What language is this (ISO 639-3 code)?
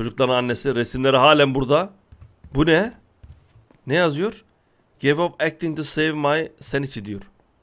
tur